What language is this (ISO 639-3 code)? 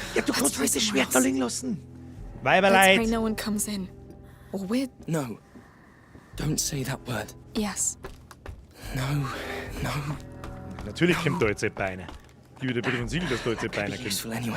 bar